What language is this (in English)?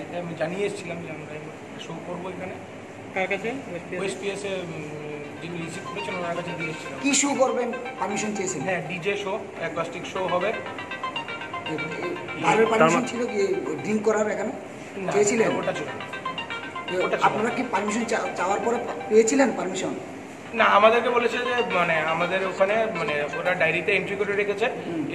Bangla